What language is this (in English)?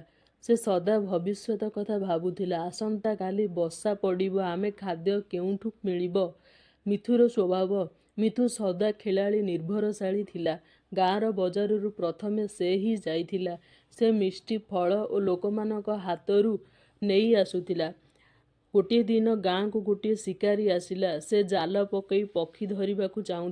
Odia